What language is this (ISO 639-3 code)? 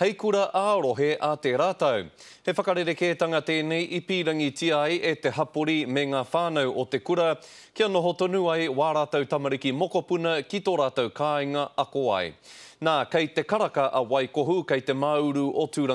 mri